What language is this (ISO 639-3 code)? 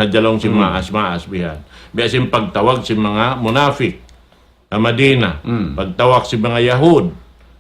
tsg